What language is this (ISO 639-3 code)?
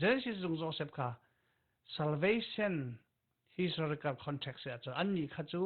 cfm